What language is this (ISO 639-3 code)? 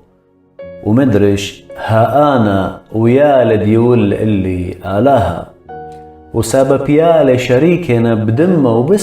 aii